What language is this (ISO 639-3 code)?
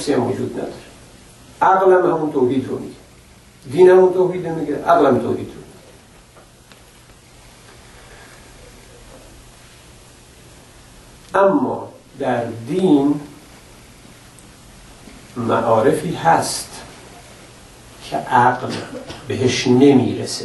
fas